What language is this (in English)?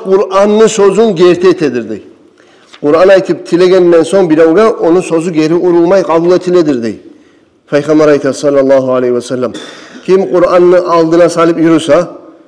Kumyk